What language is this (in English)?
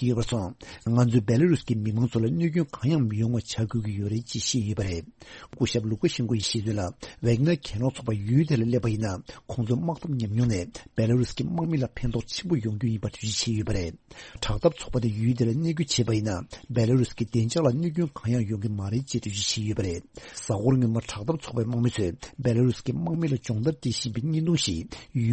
Tibetan